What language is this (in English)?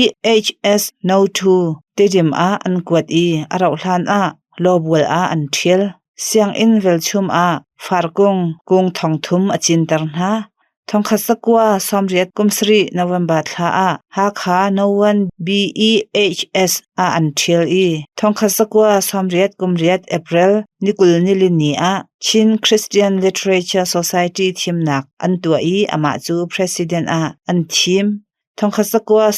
Hakha Chin